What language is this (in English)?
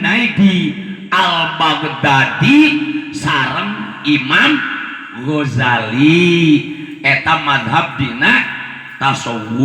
Sundanese